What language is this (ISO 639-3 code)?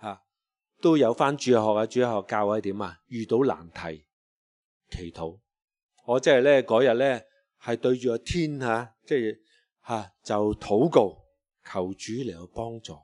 yue